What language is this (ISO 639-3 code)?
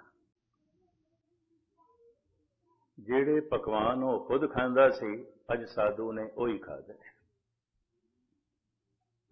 pan